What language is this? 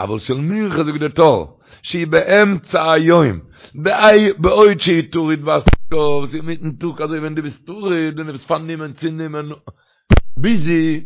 Yiddish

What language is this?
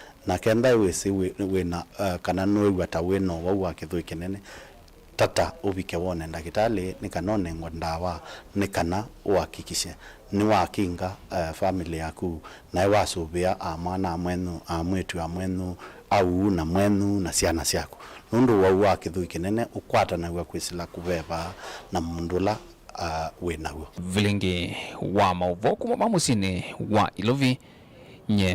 Kamba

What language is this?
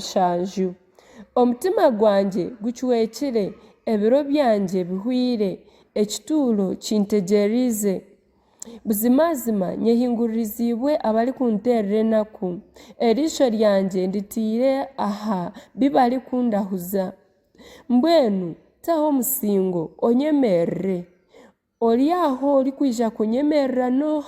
Nyankole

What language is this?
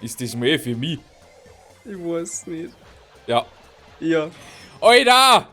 Bavarian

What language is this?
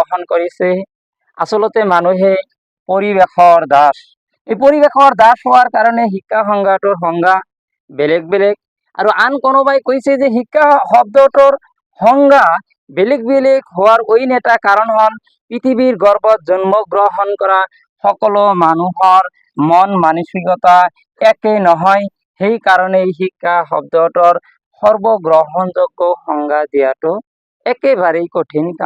Assamese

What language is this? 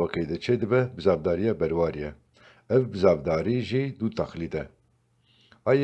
Kurdish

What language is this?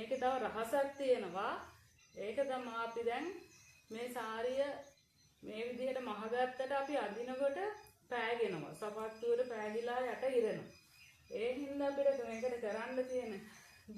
Sinhala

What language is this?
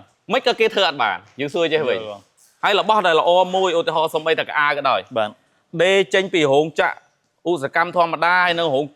Khmer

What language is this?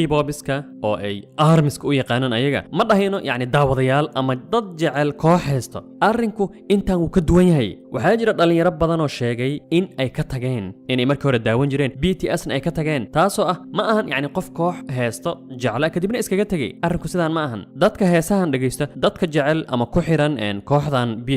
Somali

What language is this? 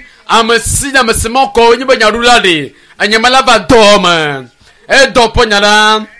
Ewe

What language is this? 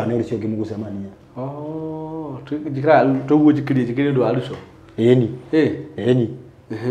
Kikuyu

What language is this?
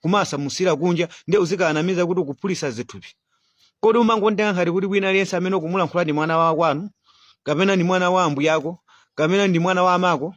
Nyanja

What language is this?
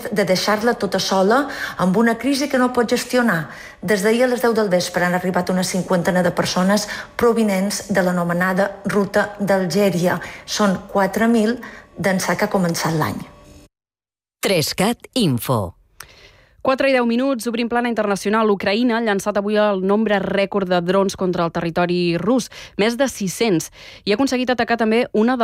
Catalan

